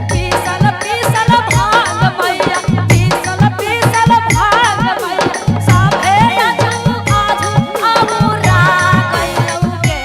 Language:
Magahi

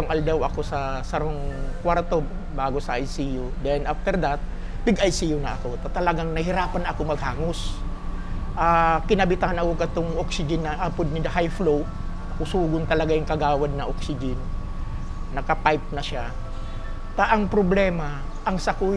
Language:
Bikol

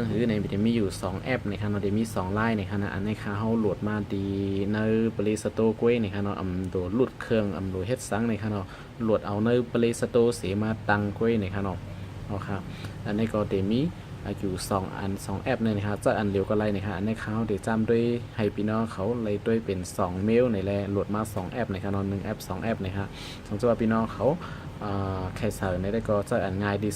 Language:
Shan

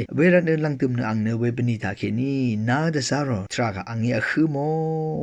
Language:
Rawang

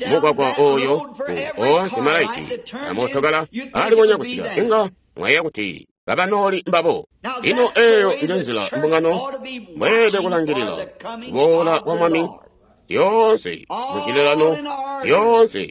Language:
Tonga (Zambia)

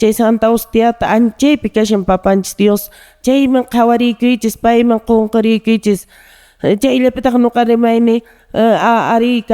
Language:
Quechua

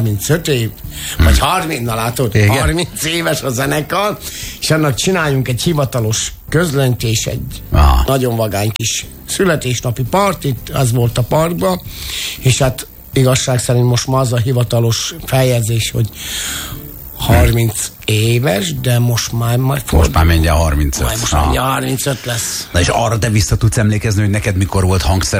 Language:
Hungarian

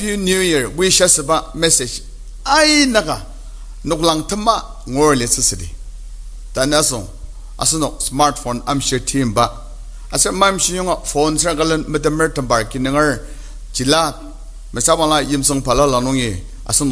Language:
Ao Naga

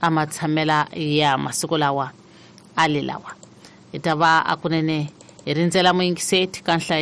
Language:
Tsonga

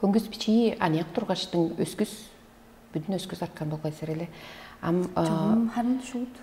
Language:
Tuvinian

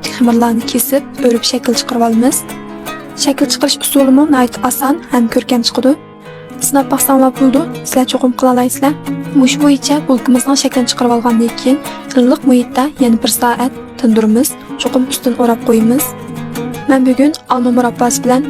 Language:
Uyghur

